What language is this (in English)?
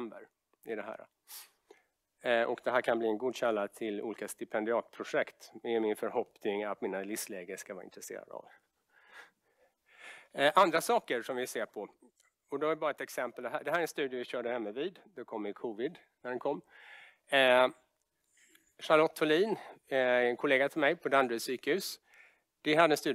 Swedish